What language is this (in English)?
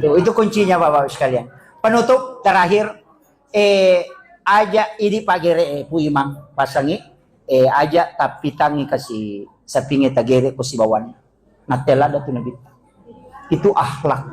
Buginese